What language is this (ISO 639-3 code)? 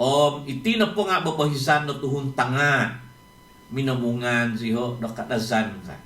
dtp